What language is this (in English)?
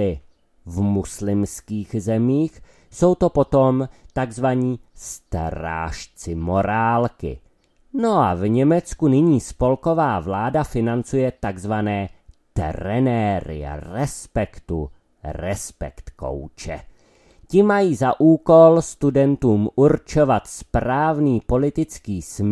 Czech